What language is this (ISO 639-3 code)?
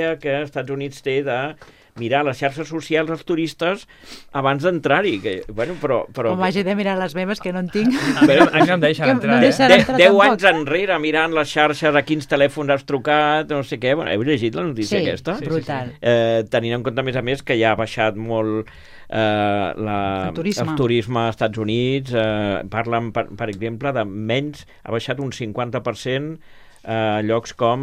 cat